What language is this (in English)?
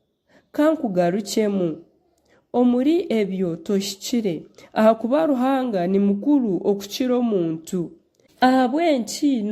Nyankole